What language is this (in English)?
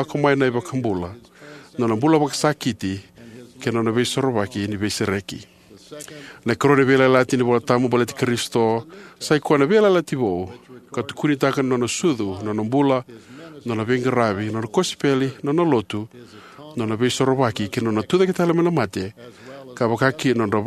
Fijian